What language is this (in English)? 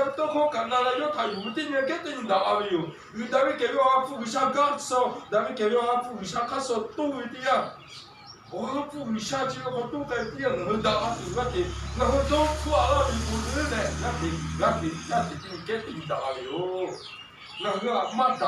Lahu